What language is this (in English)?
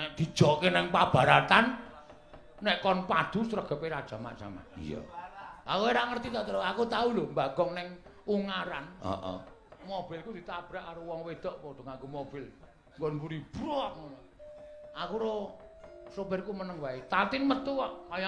Javanese